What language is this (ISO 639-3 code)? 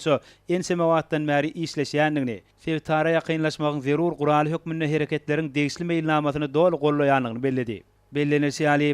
tuk